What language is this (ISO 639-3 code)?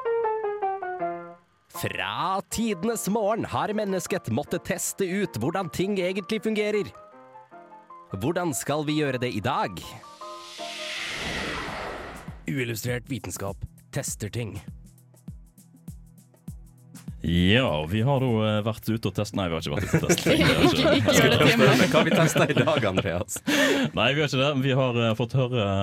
nor